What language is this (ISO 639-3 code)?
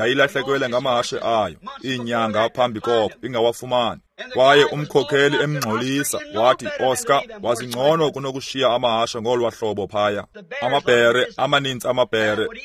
xho